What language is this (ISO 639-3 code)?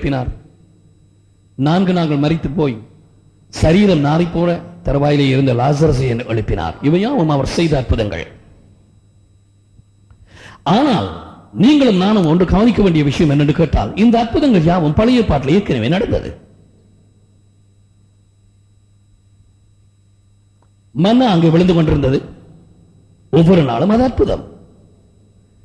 tam